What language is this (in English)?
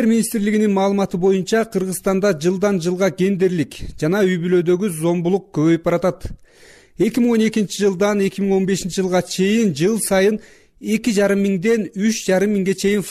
Kyrgyz